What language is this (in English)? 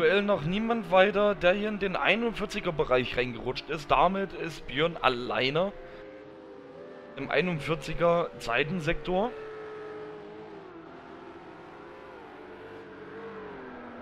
German